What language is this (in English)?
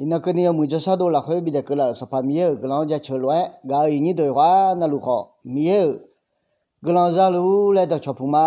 Akha